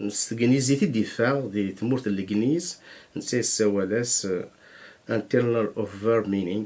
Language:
Kabyle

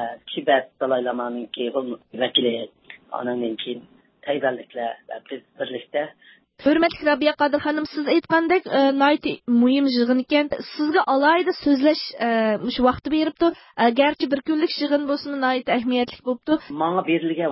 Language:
Uyghur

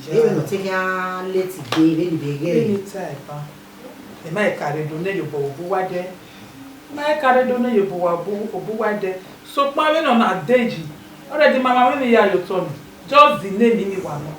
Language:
Bini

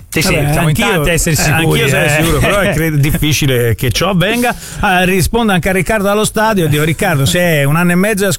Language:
Italian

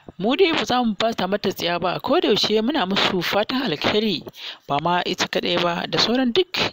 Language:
Hausa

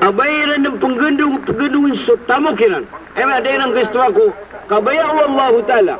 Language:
Maranao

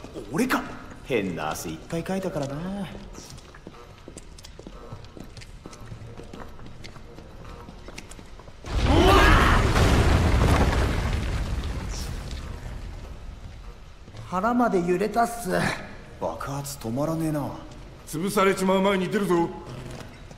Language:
Japanese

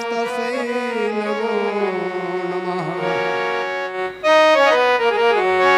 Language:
Bhojpuri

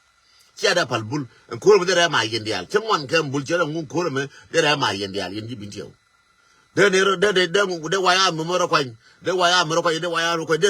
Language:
Nuer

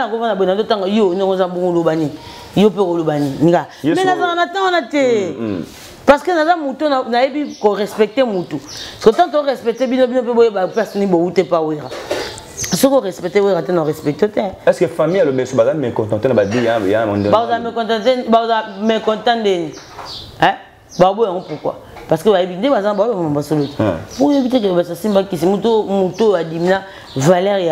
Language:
Lingala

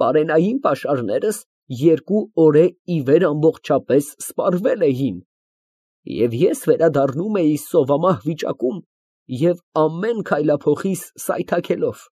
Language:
Armenian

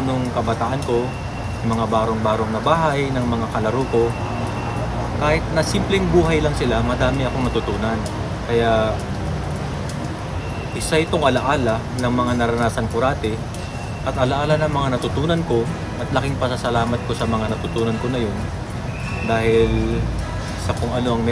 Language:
Filipino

